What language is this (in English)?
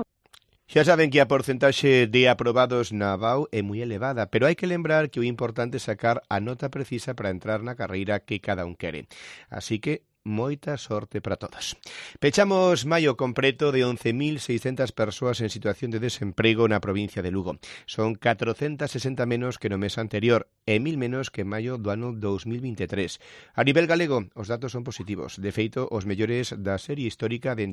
Galician